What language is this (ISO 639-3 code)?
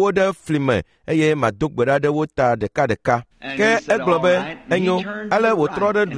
ewe